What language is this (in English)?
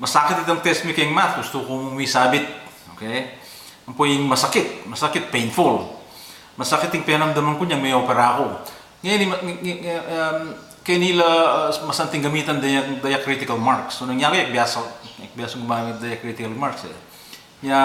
Pampanga